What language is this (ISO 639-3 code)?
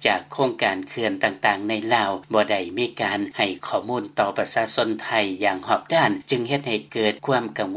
lao